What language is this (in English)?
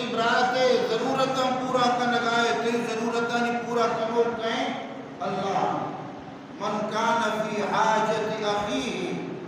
Baluchi